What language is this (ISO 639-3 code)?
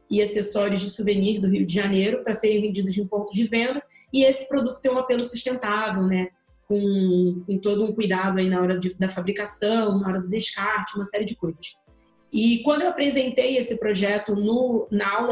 por